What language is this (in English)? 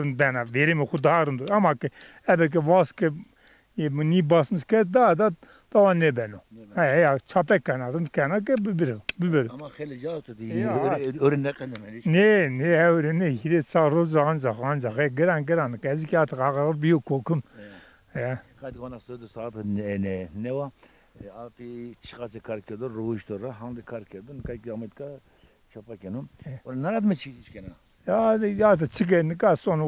Zaza